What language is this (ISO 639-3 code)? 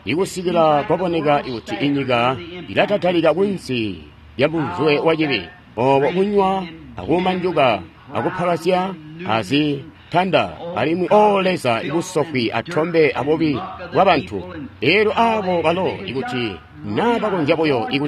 toi